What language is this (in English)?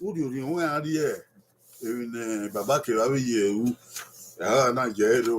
Bini